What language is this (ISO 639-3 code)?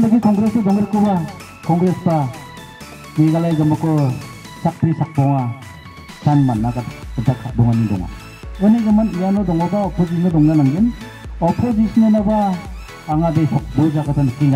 grt